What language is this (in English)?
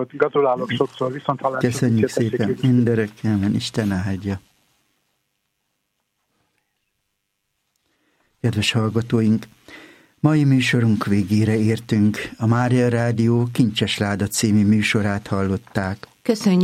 Hungarian